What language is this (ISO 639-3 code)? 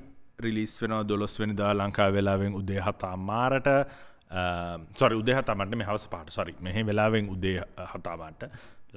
sin